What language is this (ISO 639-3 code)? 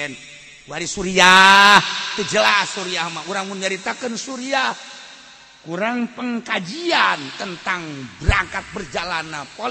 sun